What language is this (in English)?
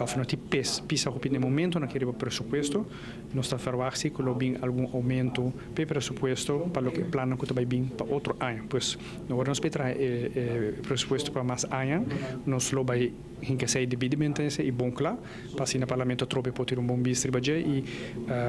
Papiamento